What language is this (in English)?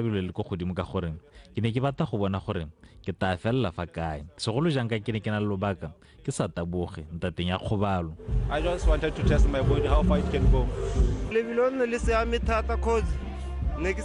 Tswana